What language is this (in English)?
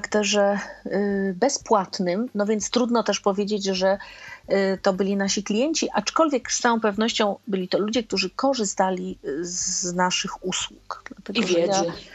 Polish